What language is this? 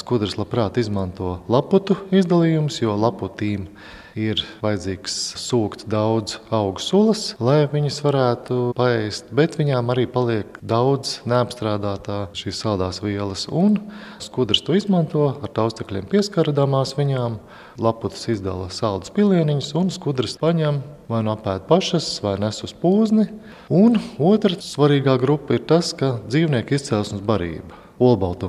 Latvian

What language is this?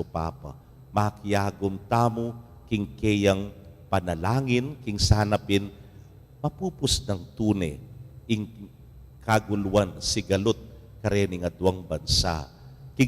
Pampanga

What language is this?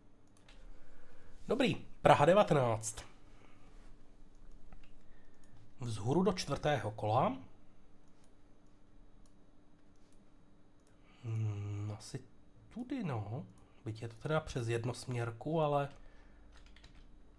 Czech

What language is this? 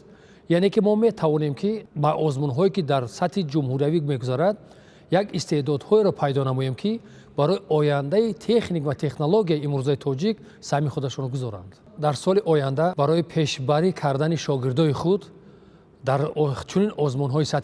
Tajik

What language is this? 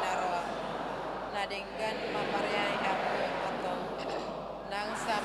Batak Toba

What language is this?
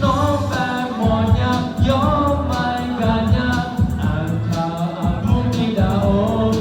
Akha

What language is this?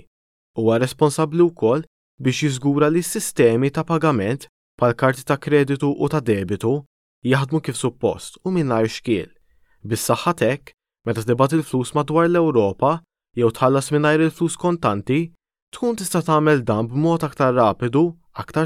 Maltese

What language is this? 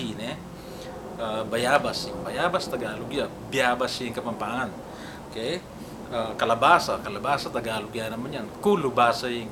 Pampanga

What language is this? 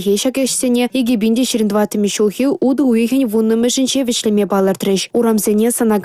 Chuvash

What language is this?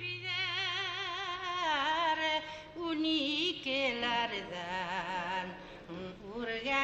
Bashkir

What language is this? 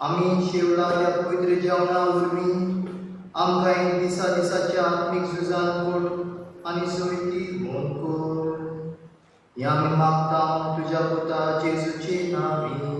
Konkani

